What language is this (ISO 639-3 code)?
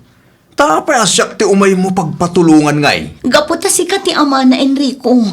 ilo